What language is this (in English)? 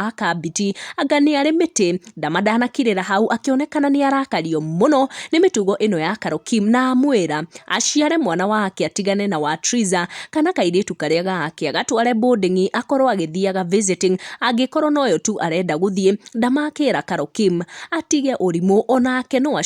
Kikuyu